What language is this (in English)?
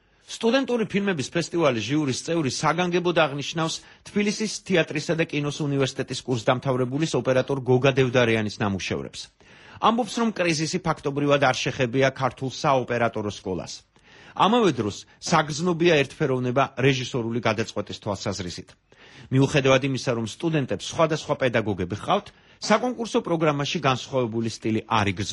Georgian